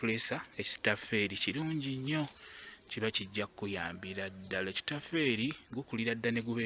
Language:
Ganda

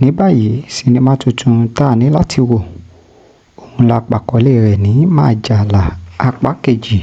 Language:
Yoruba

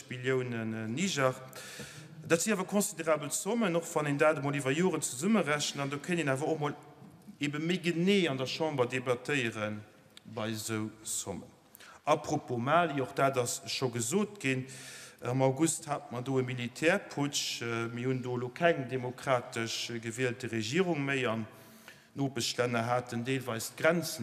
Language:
Luxembourgish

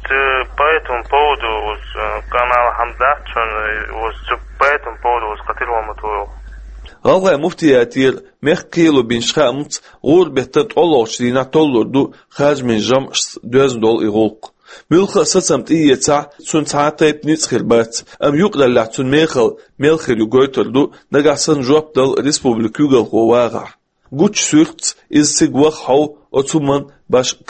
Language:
Chechen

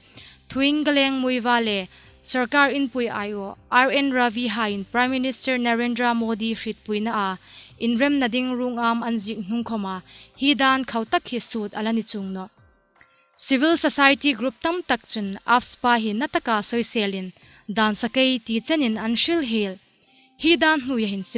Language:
Hmar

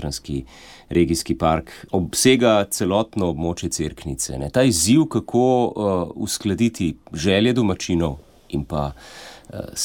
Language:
Slovenian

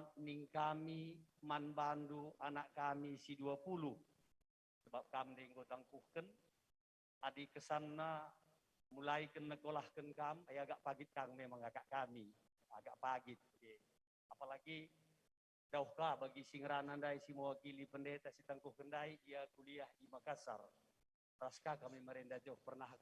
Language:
Batak Karo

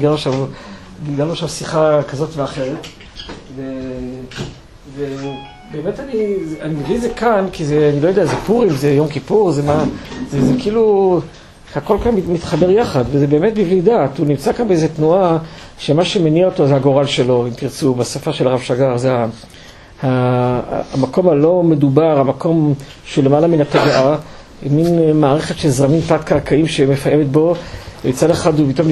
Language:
Hebrew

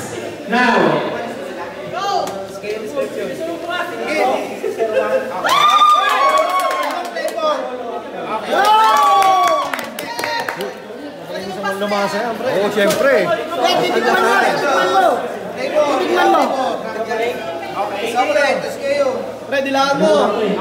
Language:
Filipino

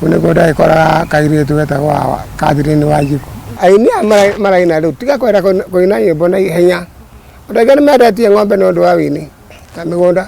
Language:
Kikuyu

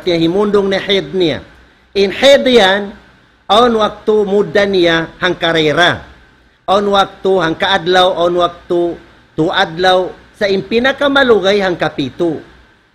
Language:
Tausug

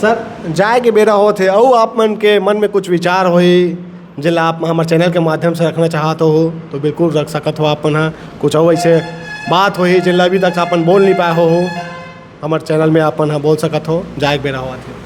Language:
Chhattisgarhi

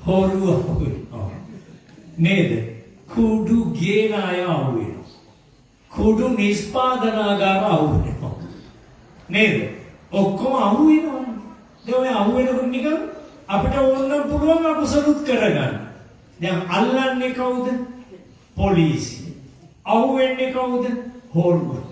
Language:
Sinhala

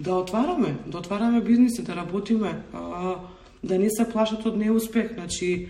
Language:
Macedonian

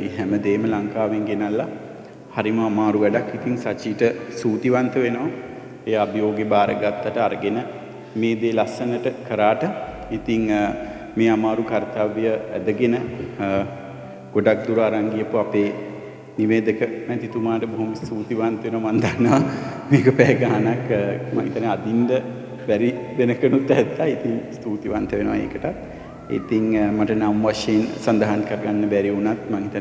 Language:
Sinhala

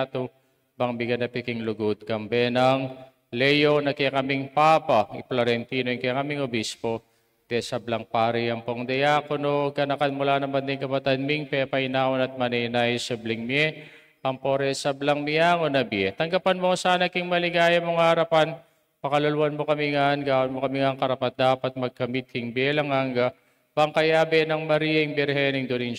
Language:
Pampanga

